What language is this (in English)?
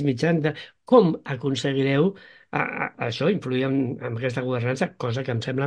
Catalan